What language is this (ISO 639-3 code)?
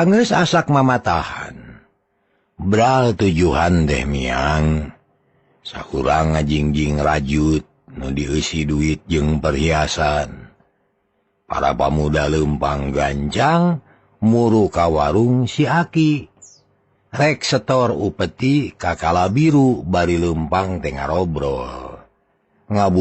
sun